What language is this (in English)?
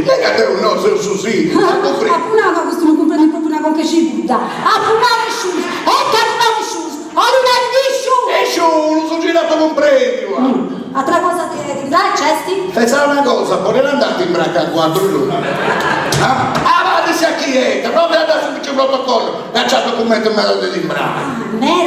Sardinian